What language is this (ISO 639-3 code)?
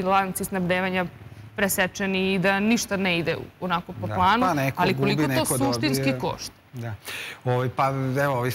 srp